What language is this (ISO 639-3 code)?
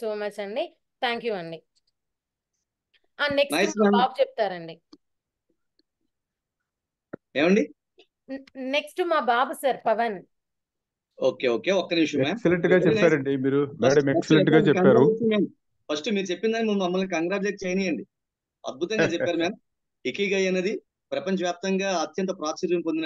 tel